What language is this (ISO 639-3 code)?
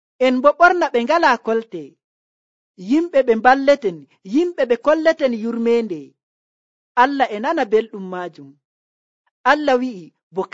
fuv